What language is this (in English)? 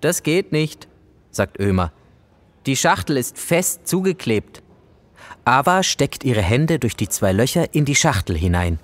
Swiss German